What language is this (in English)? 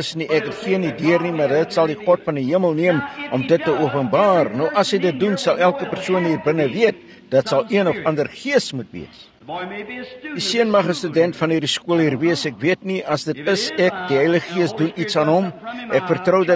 Afrikaans